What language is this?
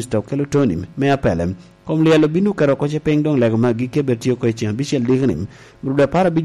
Lango (Uganda)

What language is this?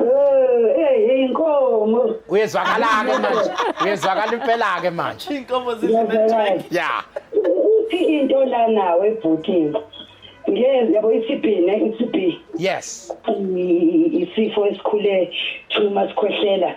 Zulu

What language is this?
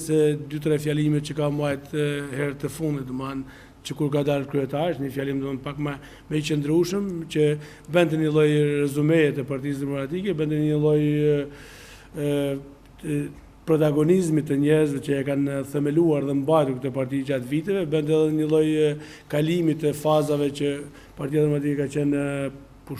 Albanian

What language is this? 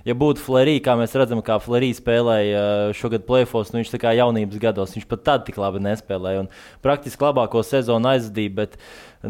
Latvian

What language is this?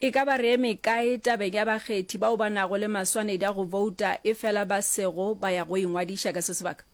Northern Sotho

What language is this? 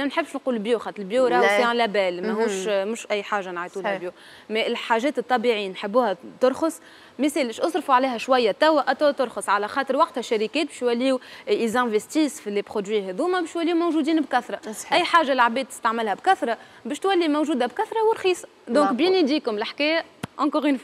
Tunisian Arabic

